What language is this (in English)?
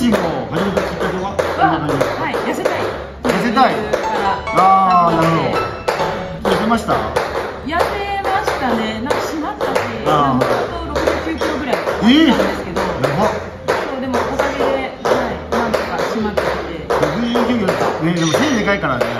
Japanese